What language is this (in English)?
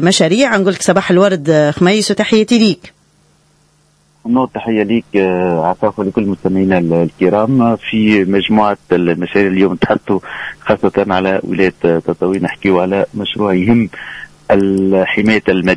Tunisian Arabic